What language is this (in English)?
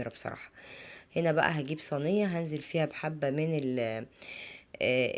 Egyptian Arabic